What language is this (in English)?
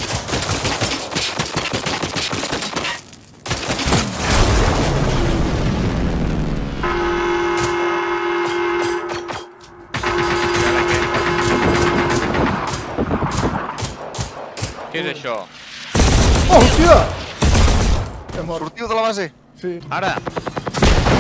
Catalan